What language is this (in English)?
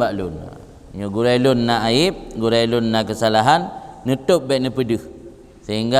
Achinese